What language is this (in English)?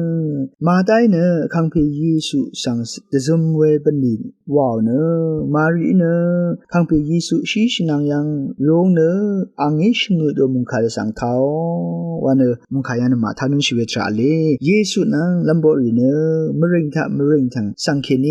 Rawang